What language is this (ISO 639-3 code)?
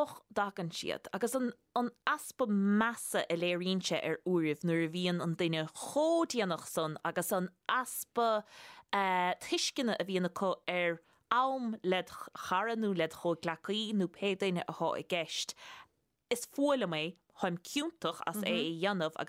gle